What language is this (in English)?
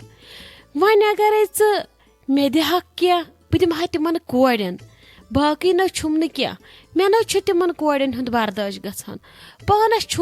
Kashmiri